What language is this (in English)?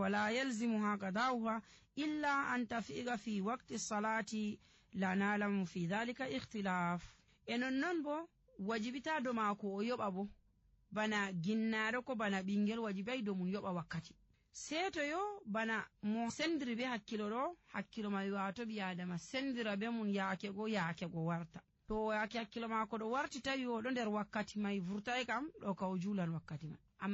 Nigerian Fulfulde